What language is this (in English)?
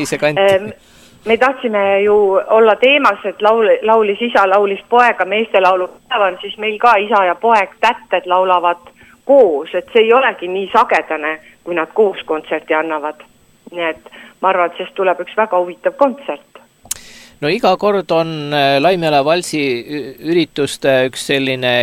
Estonian